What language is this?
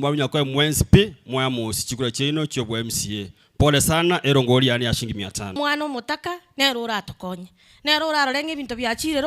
Gusii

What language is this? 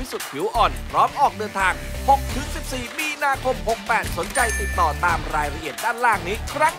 Thai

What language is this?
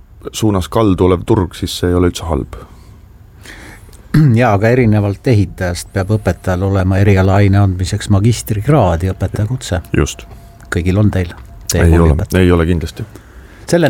Estonian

